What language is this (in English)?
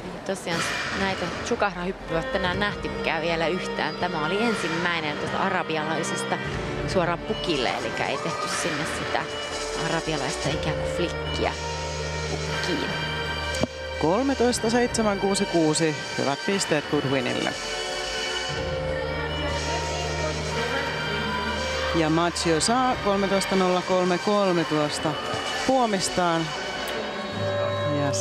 Finnish